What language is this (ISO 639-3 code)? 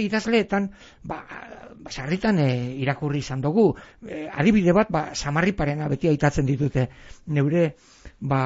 eus